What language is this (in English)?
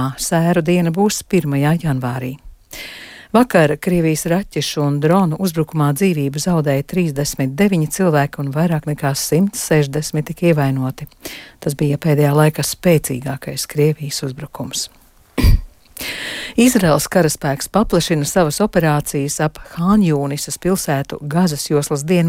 Latvian